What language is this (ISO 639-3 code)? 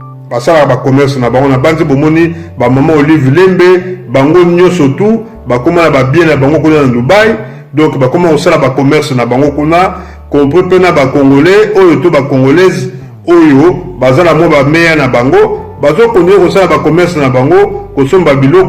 lin